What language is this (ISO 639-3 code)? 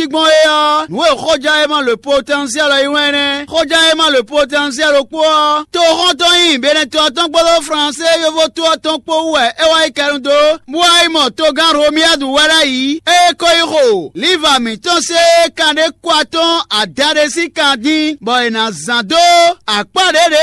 fon